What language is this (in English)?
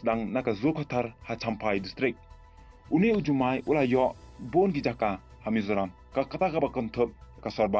Khasi